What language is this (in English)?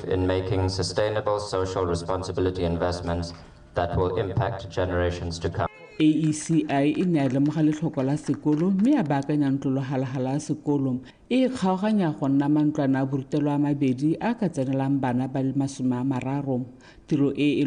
Tswana